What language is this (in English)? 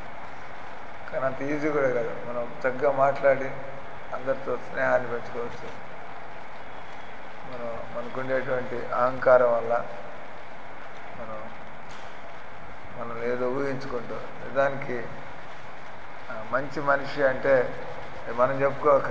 Telugu